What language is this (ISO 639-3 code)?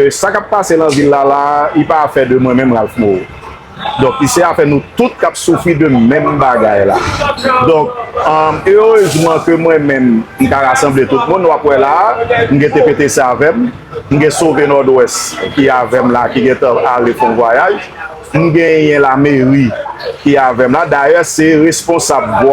hat